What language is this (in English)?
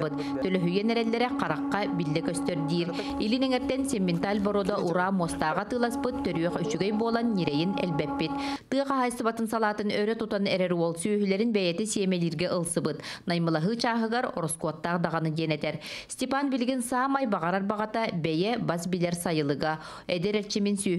Yakut